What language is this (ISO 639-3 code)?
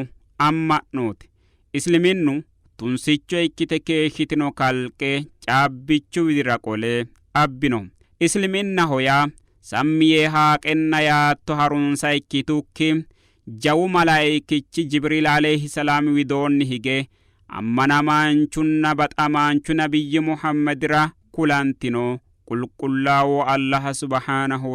sid